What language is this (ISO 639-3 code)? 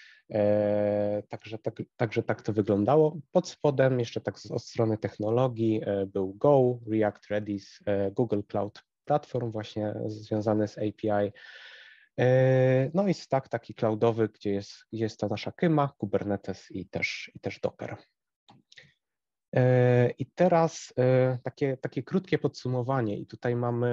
pol